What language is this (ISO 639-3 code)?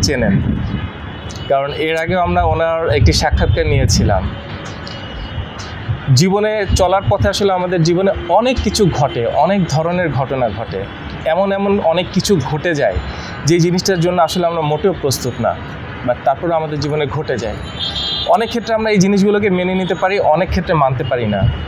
ben